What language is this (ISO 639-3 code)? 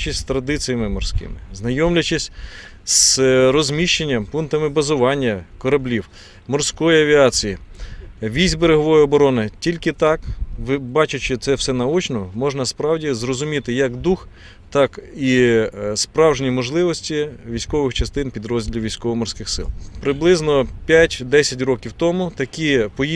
ukr